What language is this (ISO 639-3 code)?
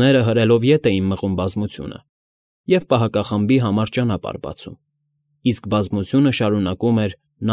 hye